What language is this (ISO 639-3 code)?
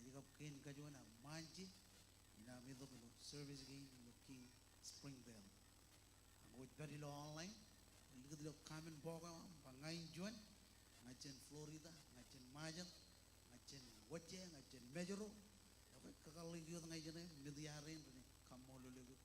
mah